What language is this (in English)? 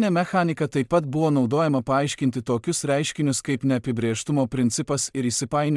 Lithuanian